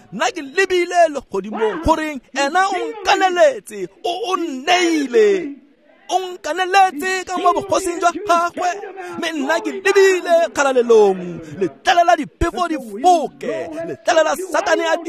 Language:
Tswana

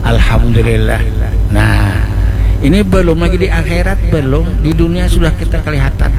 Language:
Banjar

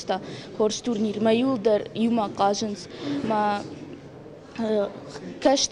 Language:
Ossetic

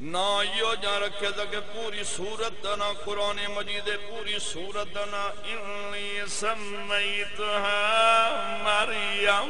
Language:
Saraiki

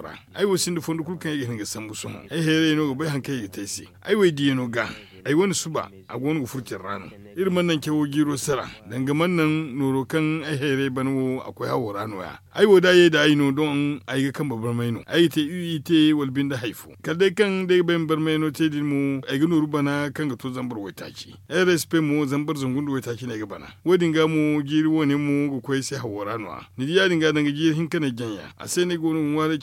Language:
Zarma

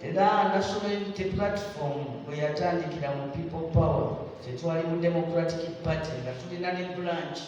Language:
Ganda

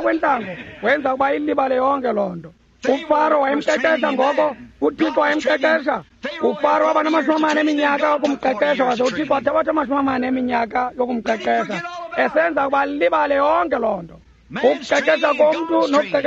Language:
Xhosa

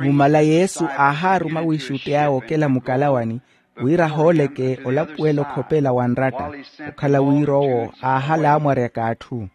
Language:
Makhuwa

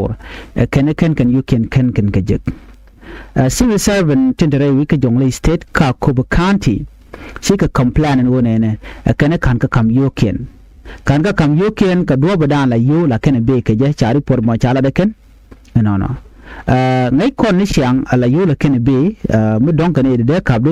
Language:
Nuer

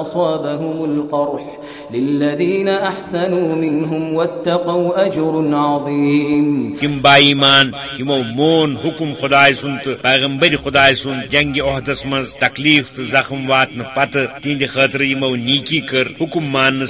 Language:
Kashmiri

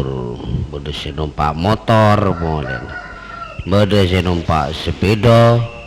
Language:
Madurese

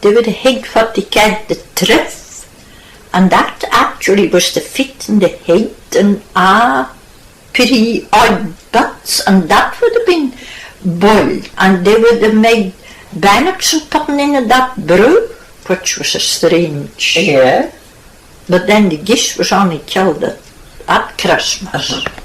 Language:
Scots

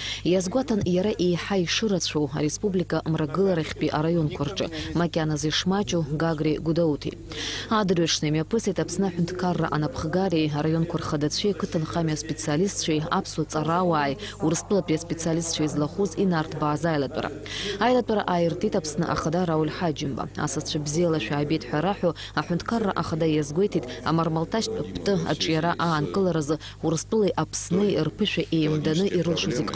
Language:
Abkhazian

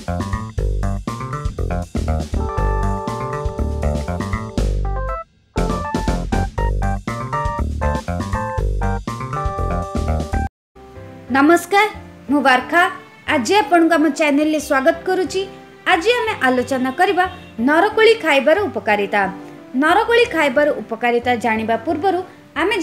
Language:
Odia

